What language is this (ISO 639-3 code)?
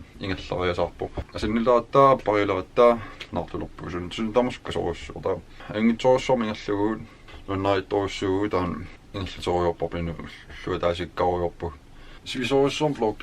kal